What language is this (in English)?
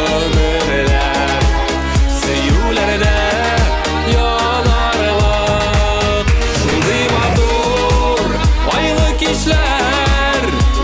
Tatar